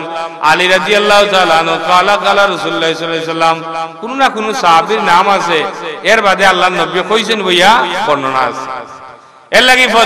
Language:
Sylheti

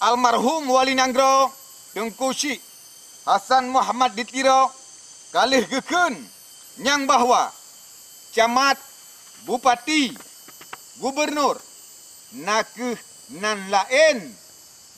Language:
Achinese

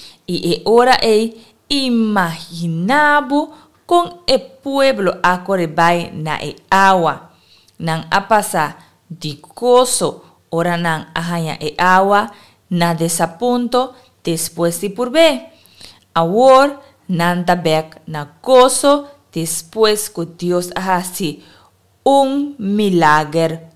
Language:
Papiamento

